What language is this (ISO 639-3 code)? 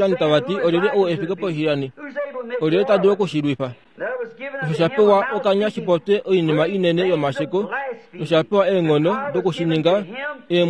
kua